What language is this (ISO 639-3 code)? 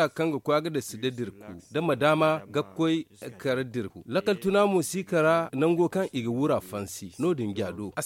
dje